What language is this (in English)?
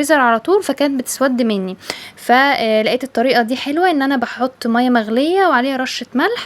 Egyptian Arabic